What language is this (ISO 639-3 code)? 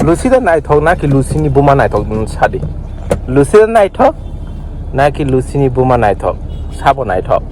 trp